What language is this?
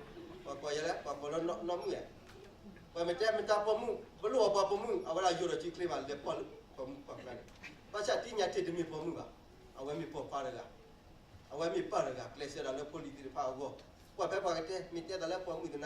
S'gaw Karen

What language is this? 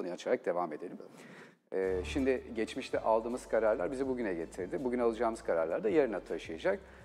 Turkish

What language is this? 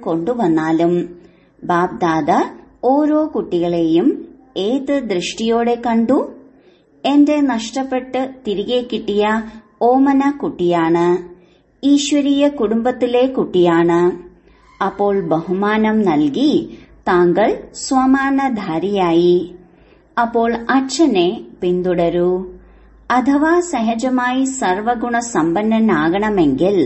Malayalam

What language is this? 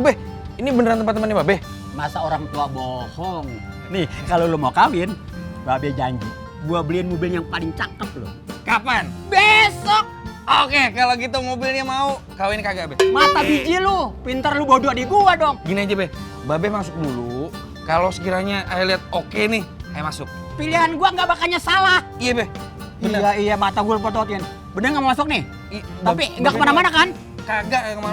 Betawi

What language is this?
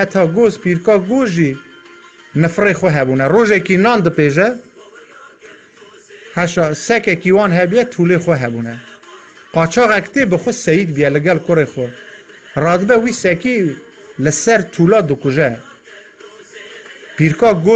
Kurdish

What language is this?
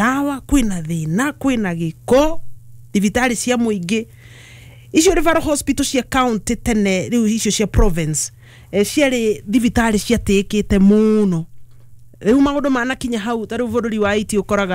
Kikuyu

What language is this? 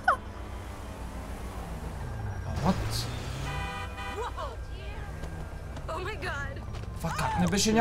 Bulgarian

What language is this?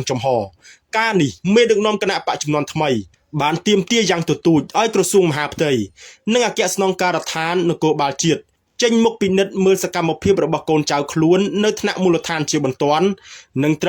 Khmer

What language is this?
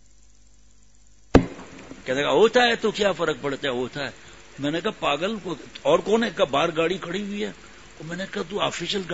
Urdu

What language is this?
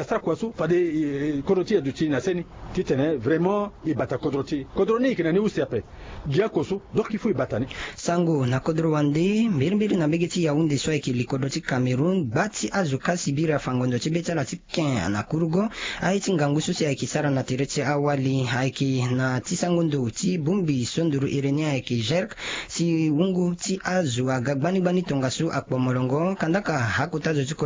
Sango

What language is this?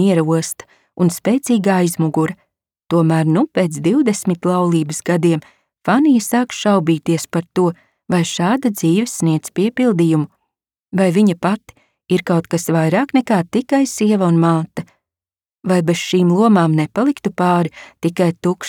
Latvian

